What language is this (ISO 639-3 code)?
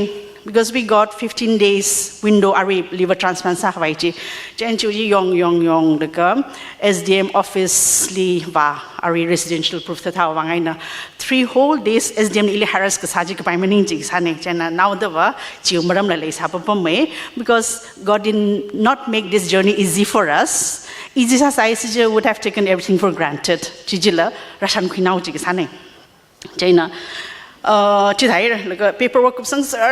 nmf